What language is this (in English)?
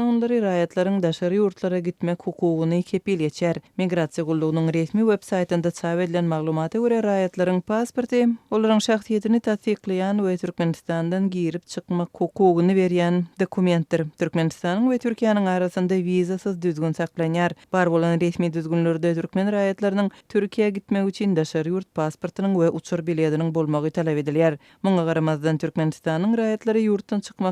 Turkmen